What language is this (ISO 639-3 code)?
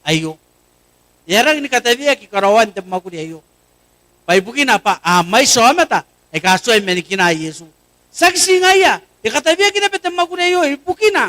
gil